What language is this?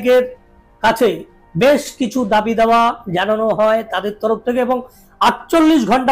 Bangla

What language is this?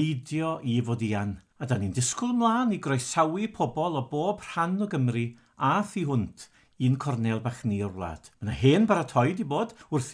Welsh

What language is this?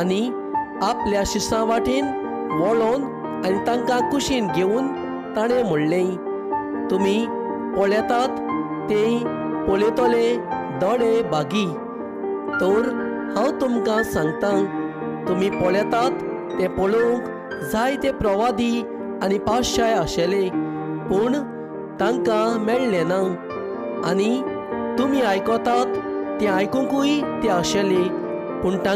Konkani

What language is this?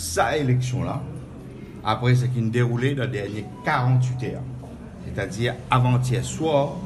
Morisyen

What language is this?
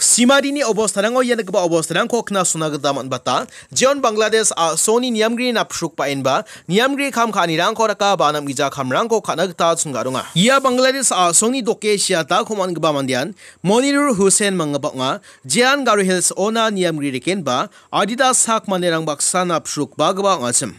Garo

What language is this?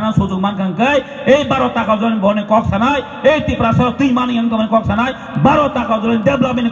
Kok Borok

